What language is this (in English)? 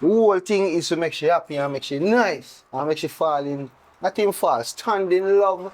Jamaican Creole English